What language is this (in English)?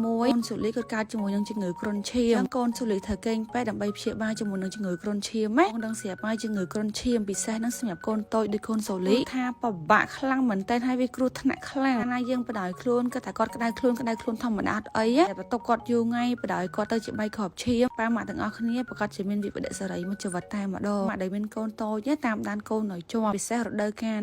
Khmer